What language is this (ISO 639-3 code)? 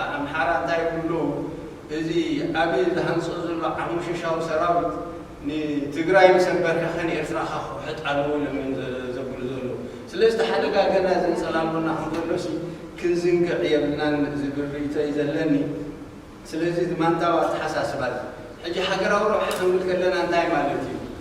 tir